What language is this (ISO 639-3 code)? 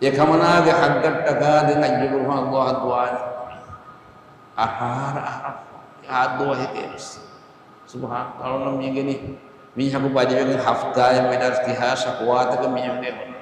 div